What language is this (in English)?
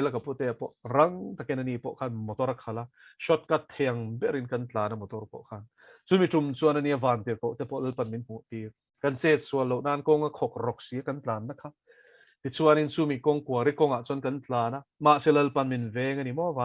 Mizo